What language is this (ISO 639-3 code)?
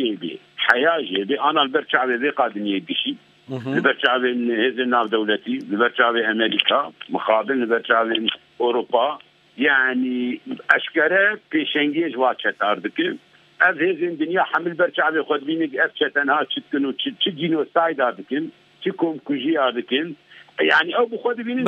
kur